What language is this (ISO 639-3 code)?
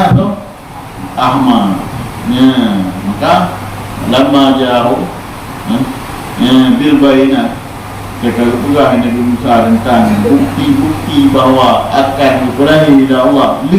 ace